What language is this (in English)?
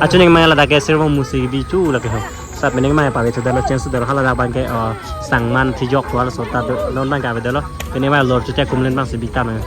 Karbi